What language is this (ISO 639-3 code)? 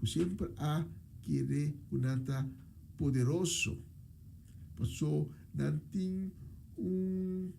pap